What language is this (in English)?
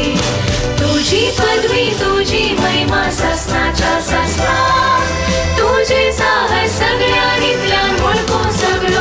Konkani